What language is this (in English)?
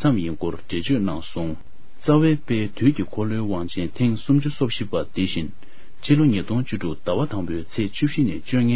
Tibetan